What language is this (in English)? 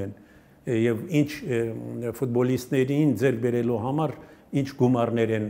Armenian